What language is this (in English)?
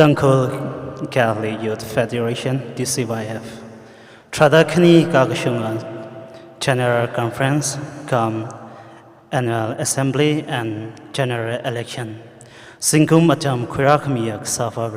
Tangkhul Naga (India)